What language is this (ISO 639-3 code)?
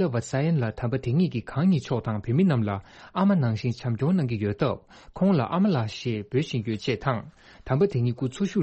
bod